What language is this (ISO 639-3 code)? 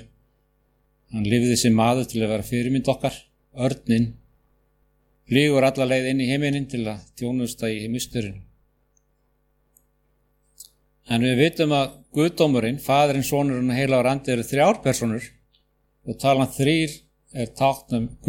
isl